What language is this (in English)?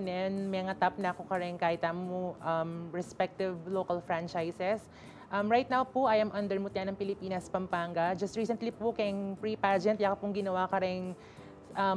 Pampanga